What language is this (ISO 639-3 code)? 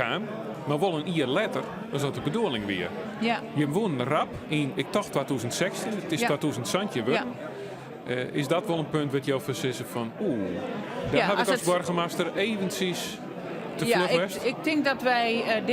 fry